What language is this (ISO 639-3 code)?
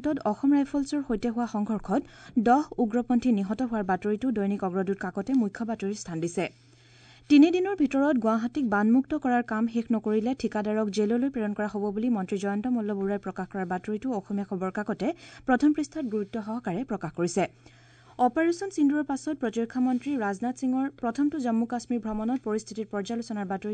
asm